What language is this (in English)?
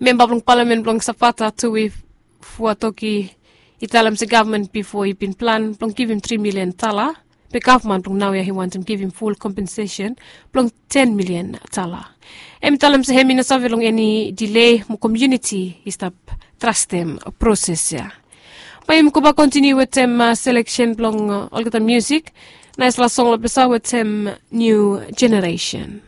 Bislama